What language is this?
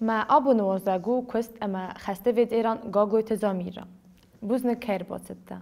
Ossetic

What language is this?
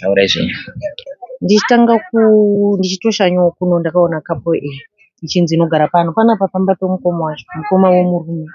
Shona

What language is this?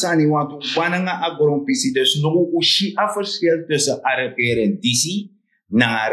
Sranan Tongo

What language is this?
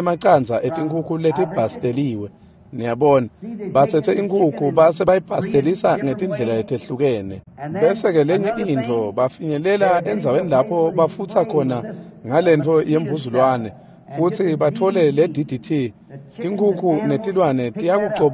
Swati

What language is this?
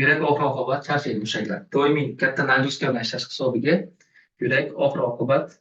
Uzbek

